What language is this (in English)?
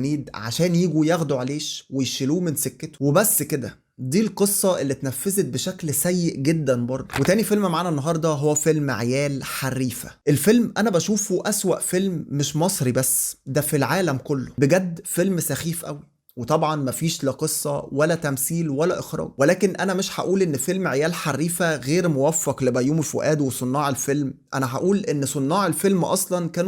Egyptian Arabic